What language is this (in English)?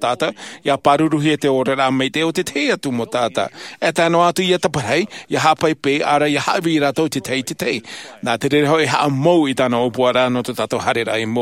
Tahitian